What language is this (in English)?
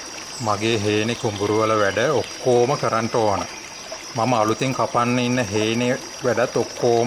Sinhala